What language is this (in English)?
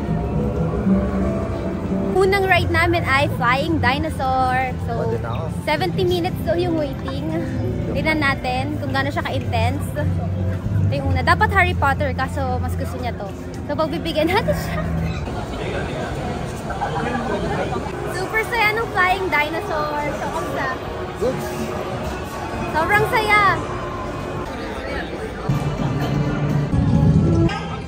Filipino